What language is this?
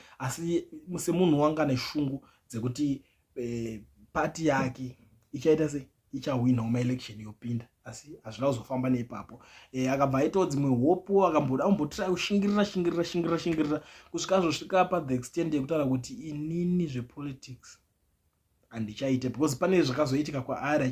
Shona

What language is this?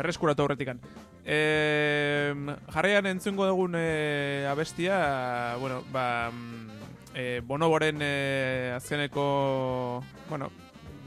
Basque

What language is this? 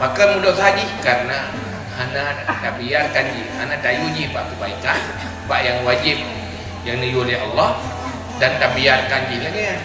Achinese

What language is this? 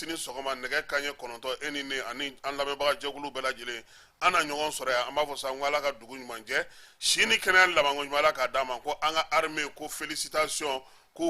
Bambara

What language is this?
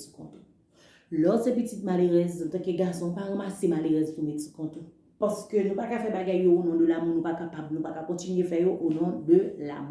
Haitian Creole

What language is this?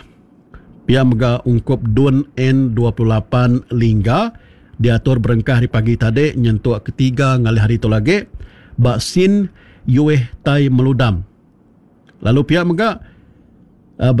Iban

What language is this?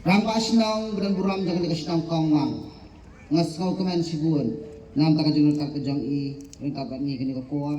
Khasi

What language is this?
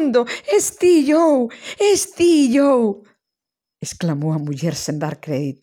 Galician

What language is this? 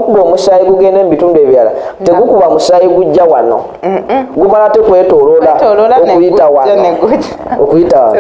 Ganda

